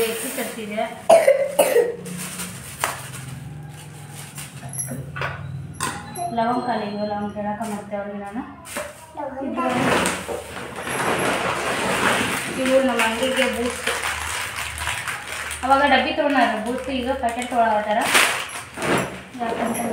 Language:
Kannada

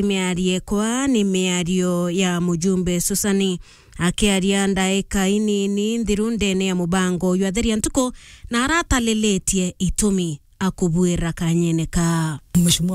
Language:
Meru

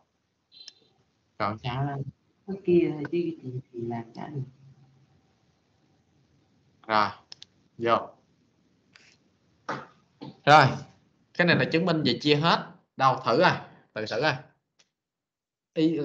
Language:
Vietnamese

